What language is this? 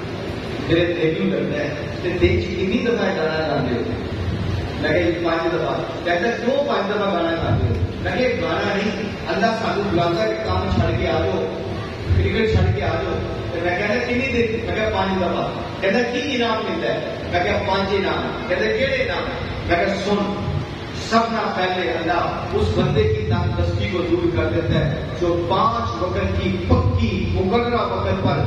Urdu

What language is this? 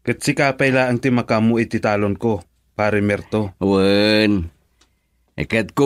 Iloko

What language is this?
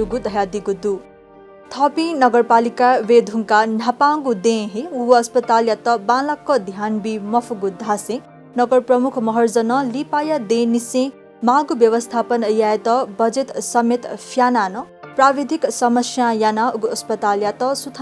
Newari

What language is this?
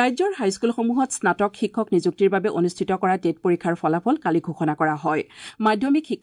Assamese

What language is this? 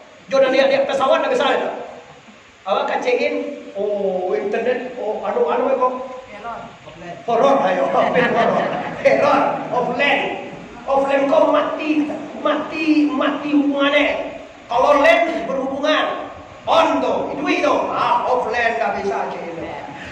Minangkabau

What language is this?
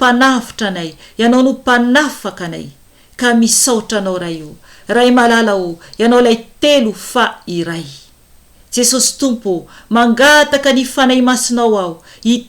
Malagasy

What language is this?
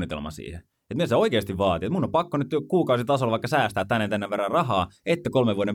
Finnish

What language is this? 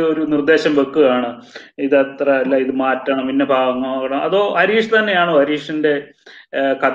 Malayalam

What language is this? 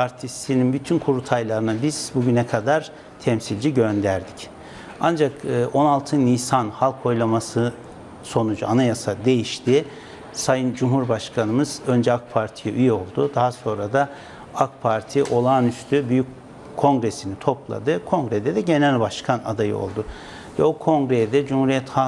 Turkish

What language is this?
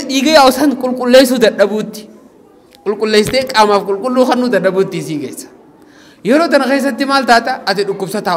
Oromo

